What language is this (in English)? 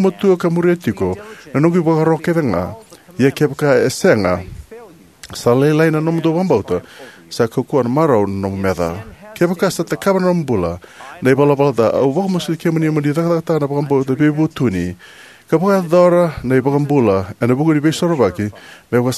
Fijian